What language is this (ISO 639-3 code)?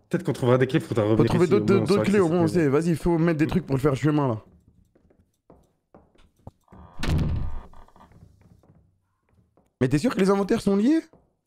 fra